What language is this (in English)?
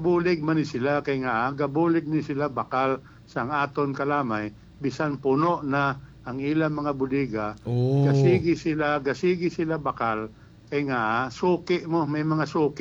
Hiligaynon